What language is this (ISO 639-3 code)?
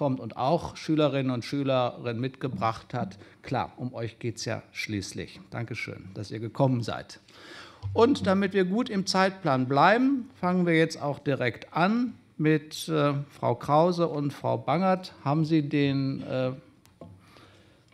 deu